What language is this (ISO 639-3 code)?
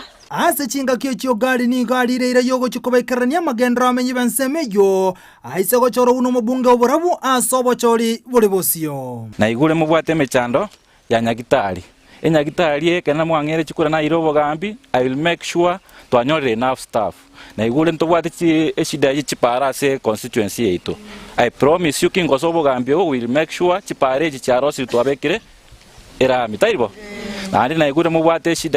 guz